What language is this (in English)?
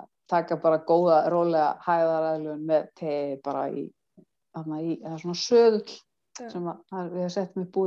Icelandic